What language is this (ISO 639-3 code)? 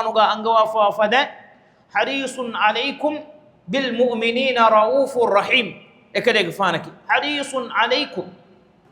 div